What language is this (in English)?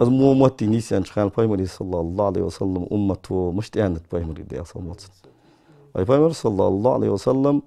Ingush